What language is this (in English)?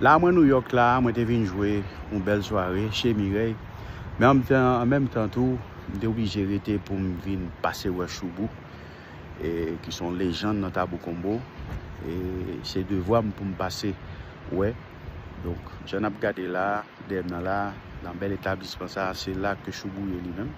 Haitian Creole